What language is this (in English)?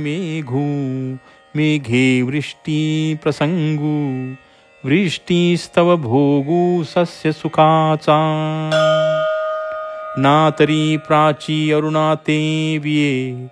Marathi